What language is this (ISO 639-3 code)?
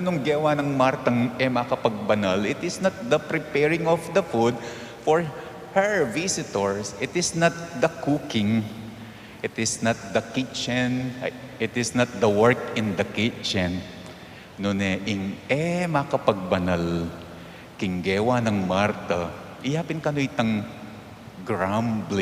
pam